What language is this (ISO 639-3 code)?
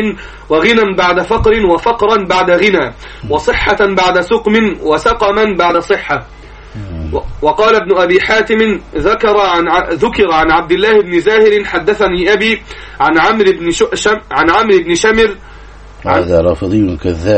ara